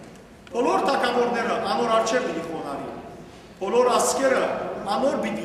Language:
Western Armenian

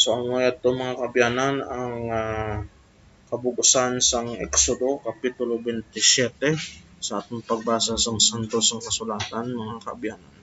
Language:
Hiligaynon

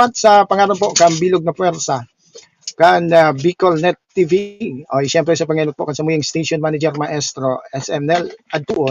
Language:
Bikol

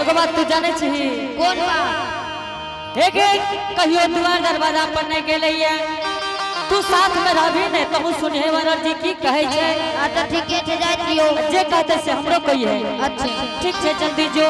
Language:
Angika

